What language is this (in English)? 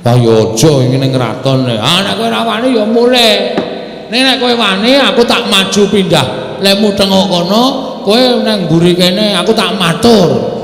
Javanese